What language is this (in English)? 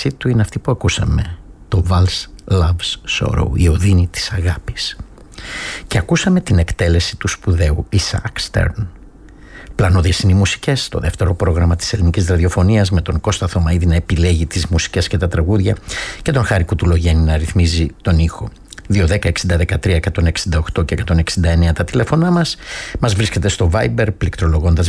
Greek